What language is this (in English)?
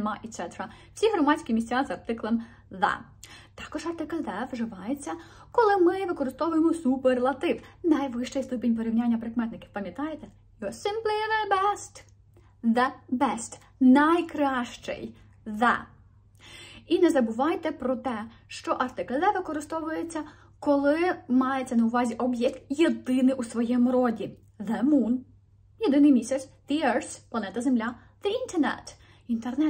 Ukrainian